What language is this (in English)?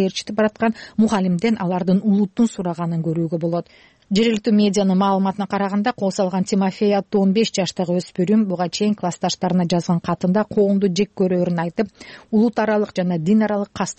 Kyrgyz